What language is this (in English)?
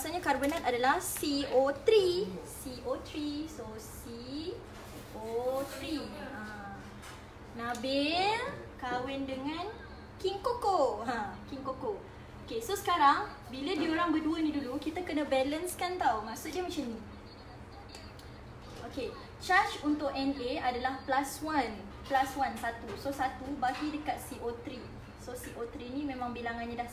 Malay